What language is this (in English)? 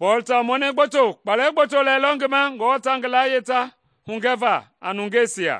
Mende